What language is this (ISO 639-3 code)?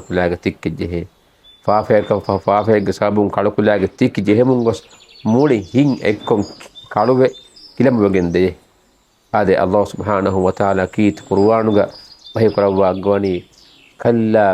div